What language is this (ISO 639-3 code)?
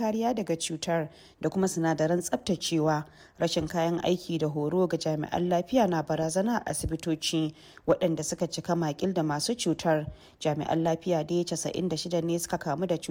hau